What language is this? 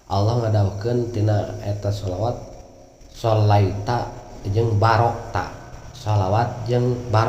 Sundanese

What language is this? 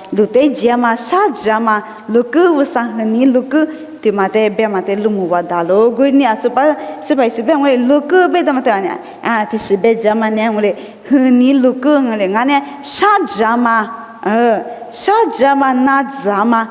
Lisu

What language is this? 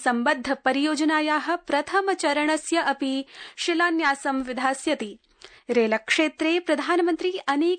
Sanskrit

